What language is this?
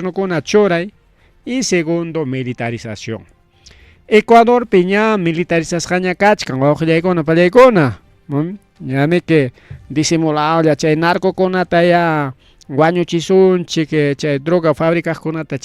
Ayacucho Quechua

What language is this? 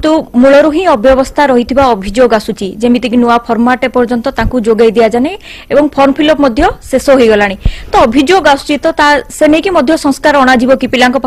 Odia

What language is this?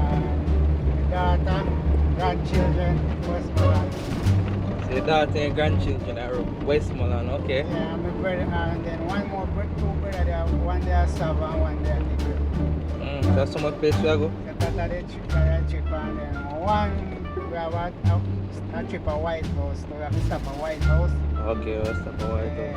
Jamaican Creole English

